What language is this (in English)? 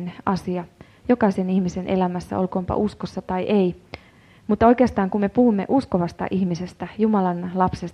Finnish